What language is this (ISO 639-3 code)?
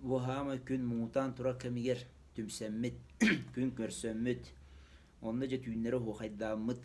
sah